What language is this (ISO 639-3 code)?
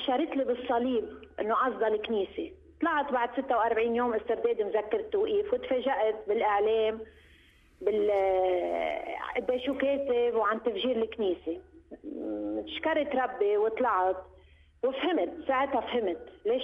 apc